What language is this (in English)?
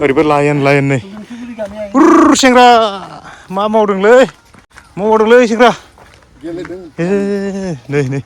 Bodo